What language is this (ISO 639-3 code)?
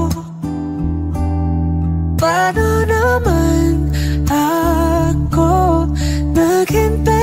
fil